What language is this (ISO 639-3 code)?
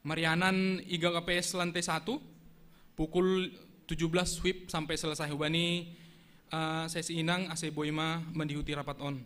bts